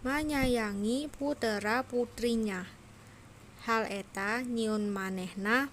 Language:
Sundanese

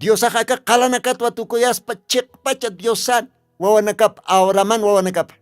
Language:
Aymara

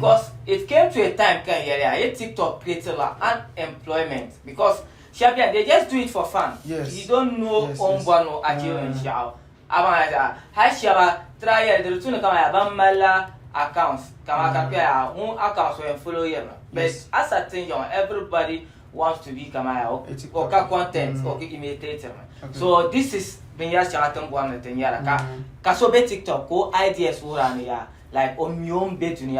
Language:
Dagbani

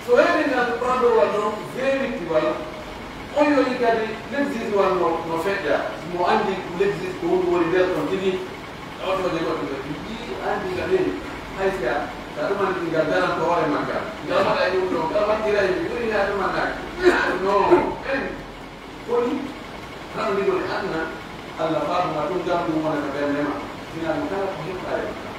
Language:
Pular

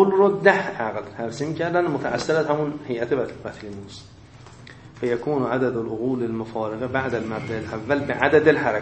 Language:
Persian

